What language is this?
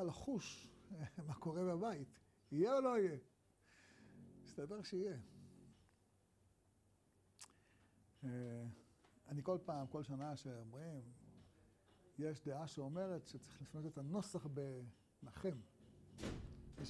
Hebrew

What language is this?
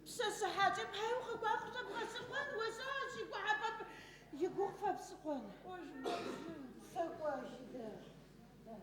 Adyghe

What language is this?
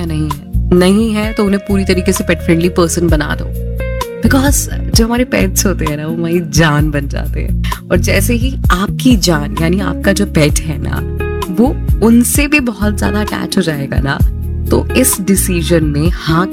Hindi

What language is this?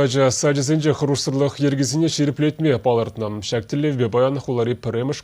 Chuvash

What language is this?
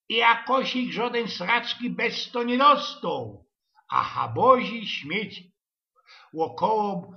Silesian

